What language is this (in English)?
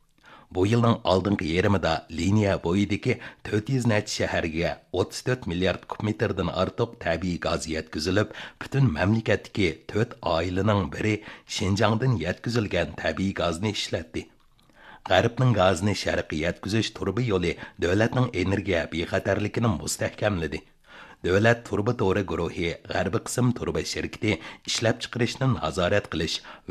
Uyghur